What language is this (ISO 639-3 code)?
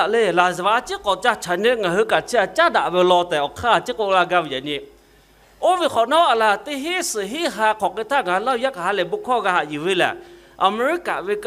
lhu